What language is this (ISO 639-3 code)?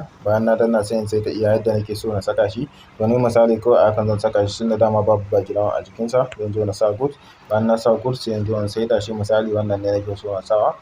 hau